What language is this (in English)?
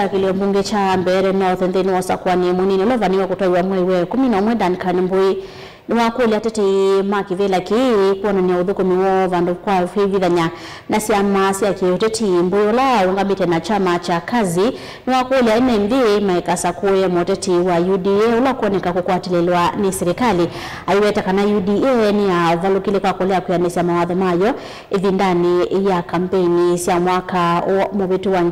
Kamba